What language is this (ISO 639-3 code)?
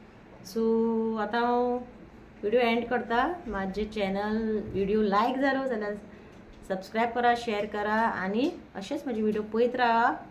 kok